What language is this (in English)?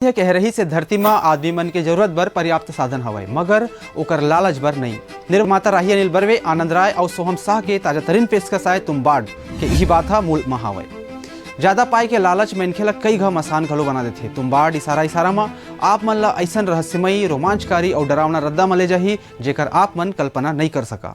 Chhattisgarhi